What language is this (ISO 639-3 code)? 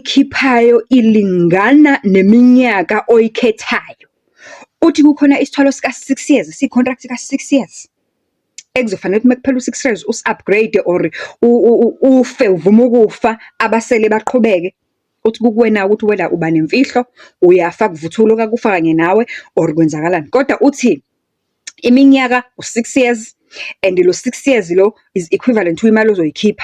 zul